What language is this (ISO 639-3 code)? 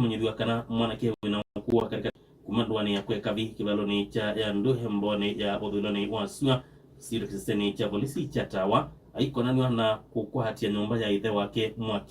kam